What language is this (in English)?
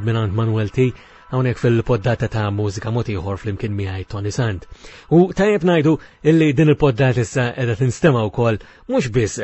Maltese